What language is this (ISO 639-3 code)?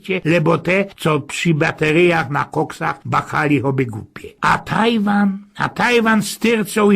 szl